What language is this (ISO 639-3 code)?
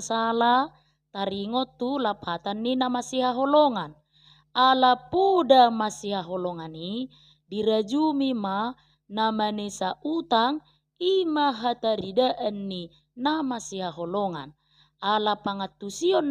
bbc